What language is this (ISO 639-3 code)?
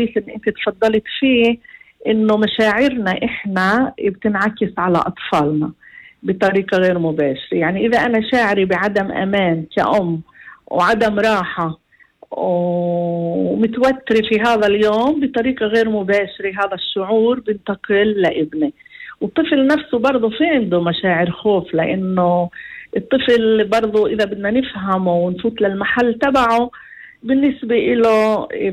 apc